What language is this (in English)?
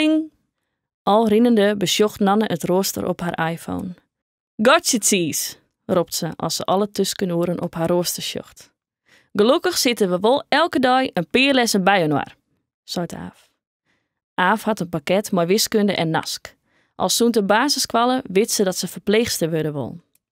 Western Frisian